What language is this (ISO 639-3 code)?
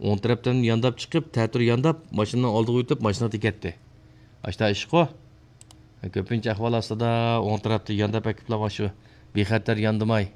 uig